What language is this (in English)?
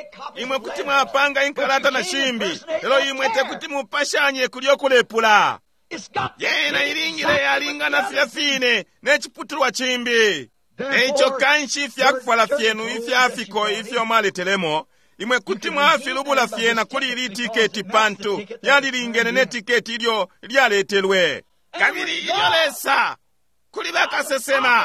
Bemba